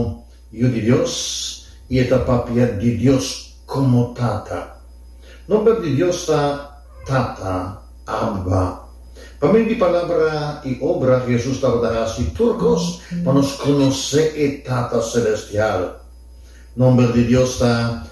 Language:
Papiamento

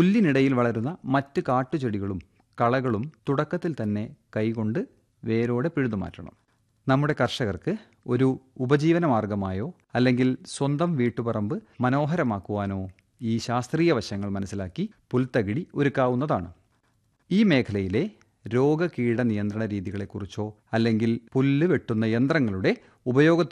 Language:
Malayalam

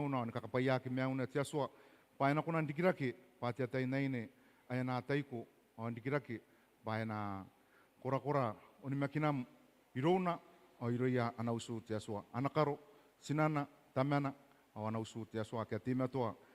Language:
Gilbertese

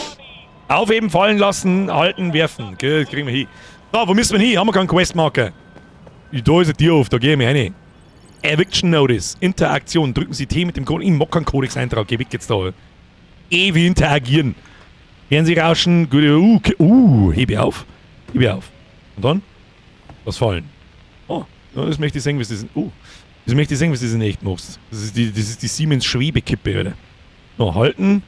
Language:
Bavarian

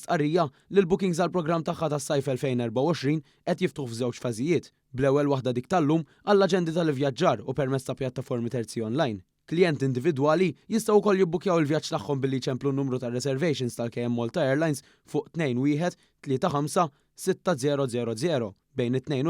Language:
Maltese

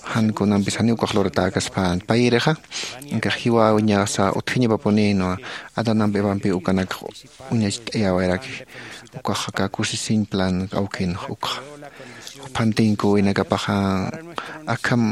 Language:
Aymara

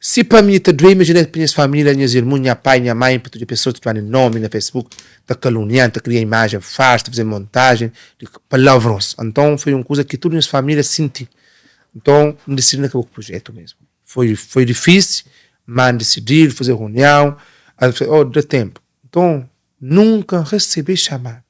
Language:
Kabuverdianu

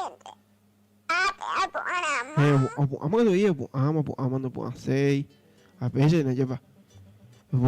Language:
Guarani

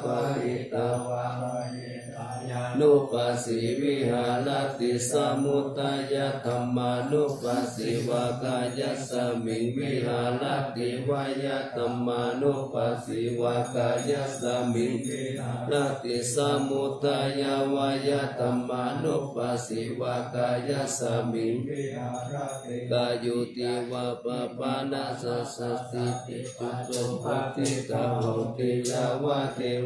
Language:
Pali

